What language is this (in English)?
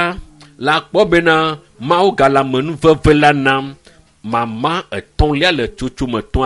Ewe